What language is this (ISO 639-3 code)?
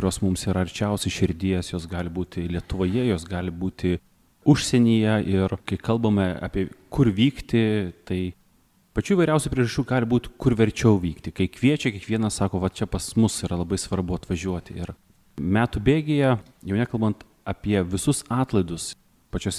lit